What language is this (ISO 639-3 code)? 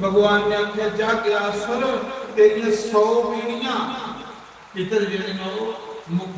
doi